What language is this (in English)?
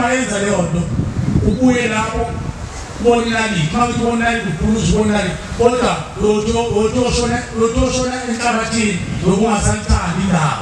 Zulu